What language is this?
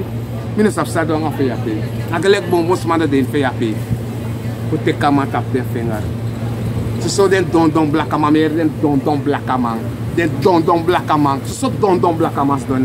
Sranan Tongo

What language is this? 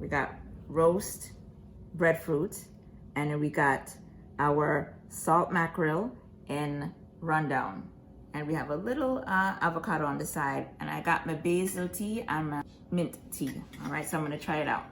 Jamaican Creole English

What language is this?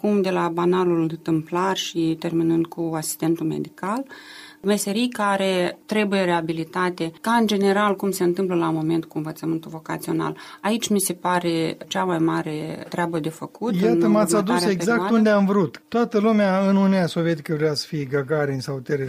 Romanian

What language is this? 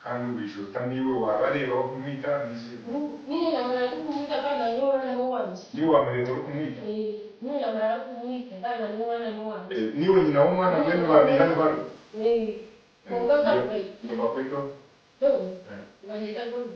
Nyankole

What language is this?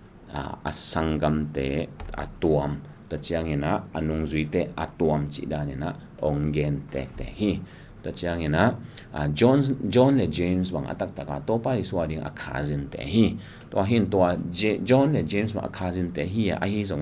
Tedim Chin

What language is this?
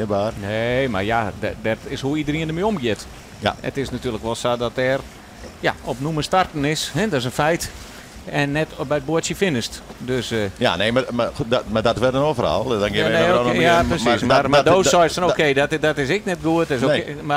Western Frisian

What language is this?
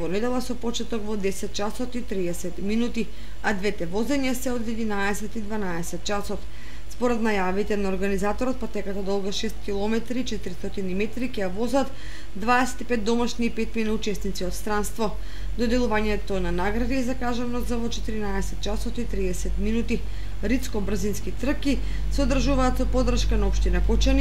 Macedonian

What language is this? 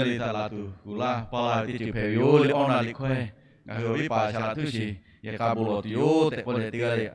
Lahu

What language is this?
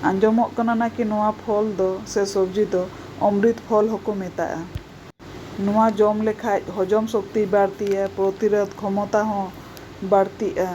Santali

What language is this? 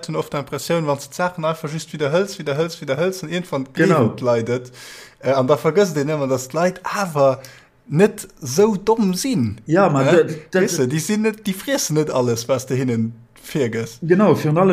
Luxembourgish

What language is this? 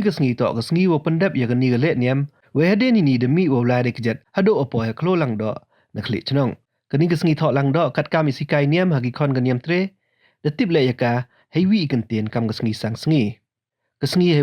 Pnar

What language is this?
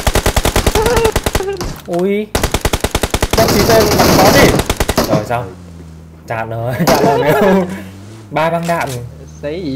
Vietnamese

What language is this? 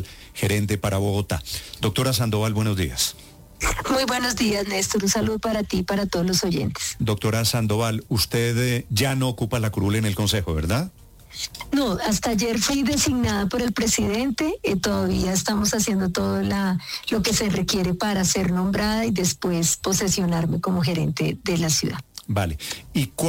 Spanish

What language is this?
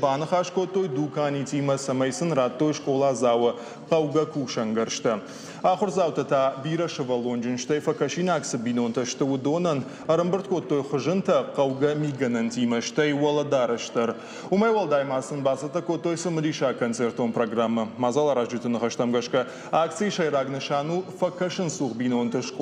Ossetic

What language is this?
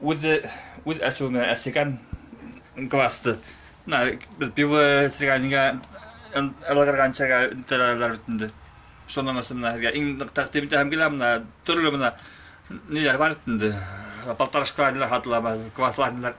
Bashkir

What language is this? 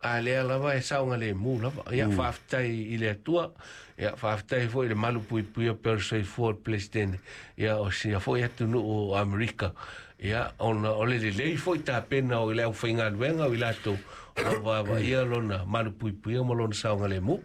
Samoan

